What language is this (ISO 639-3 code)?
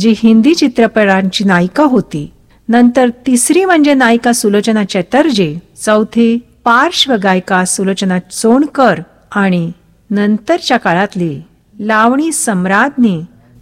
mar